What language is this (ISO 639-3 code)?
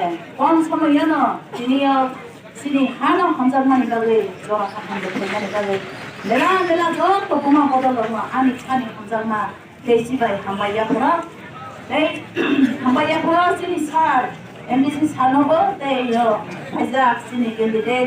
trp